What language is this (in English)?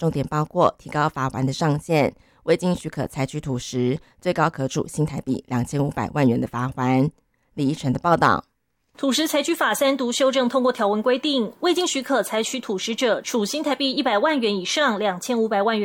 Chinese